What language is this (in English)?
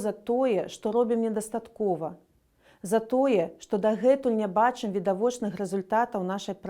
Belarusian